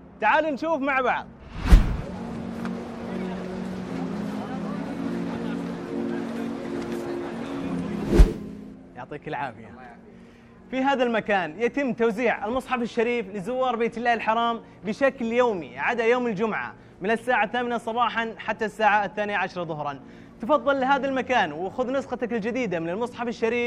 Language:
Arabic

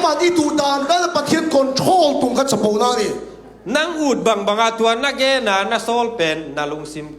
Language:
Tedim Chin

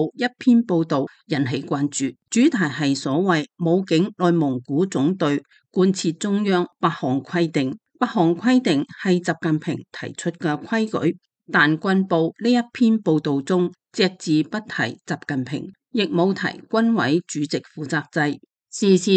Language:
Cantonese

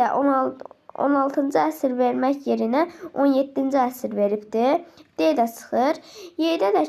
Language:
Azerbaijani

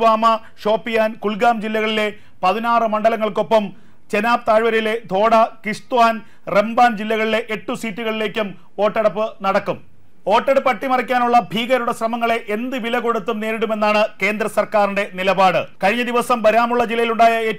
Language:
Malayalam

